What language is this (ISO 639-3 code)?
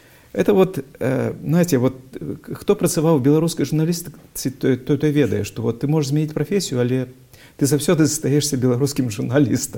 bel